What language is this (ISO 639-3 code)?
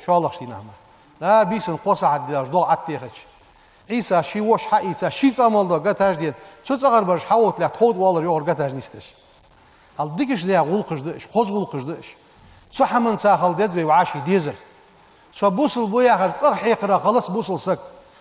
inh